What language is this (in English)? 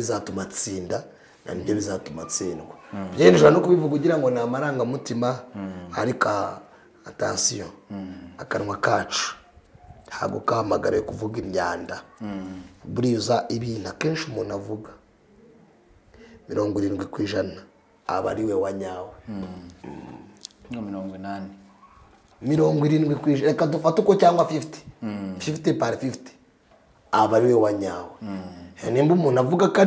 Kinyarwanda